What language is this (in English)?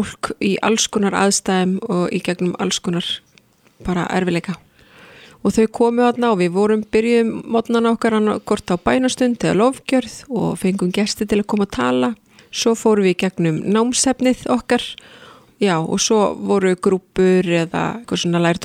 Icelandic